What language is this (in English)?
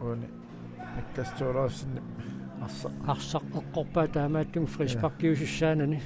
Kalaallisut